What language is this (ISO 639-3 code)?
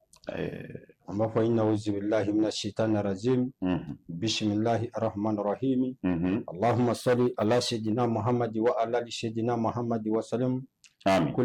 bam